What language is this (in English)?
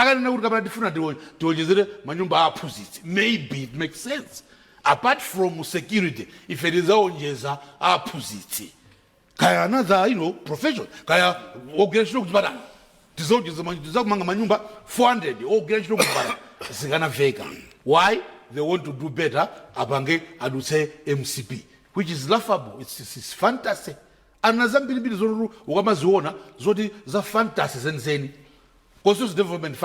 Nyanja